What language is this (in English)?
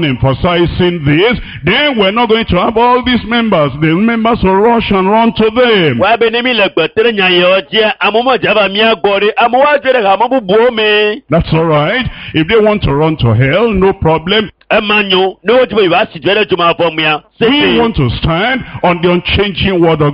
Ewe